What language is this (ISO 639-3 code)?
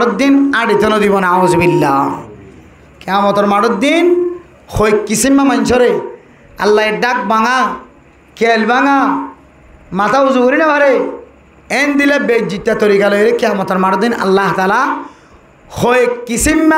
rhg